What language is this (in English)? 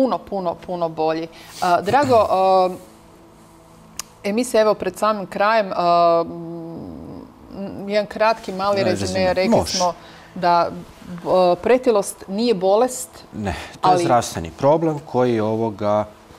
Croatian